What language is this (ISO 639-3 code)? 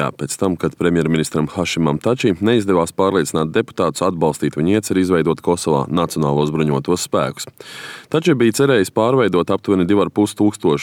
lav